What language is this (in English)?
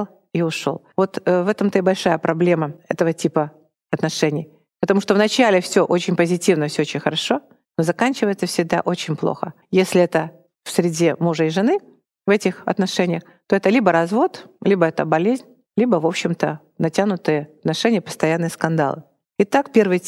Russian